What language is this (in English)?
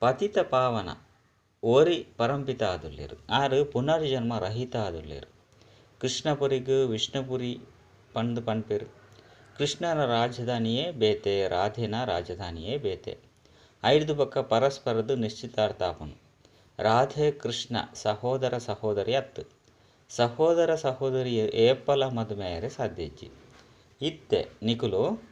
Tulu